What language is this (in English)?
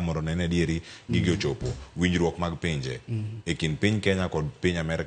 Luo (Kenya and Tanzania)